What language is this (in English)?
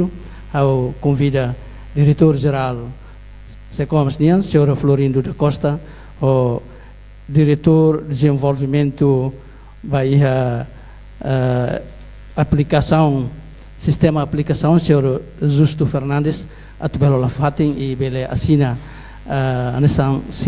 Tetum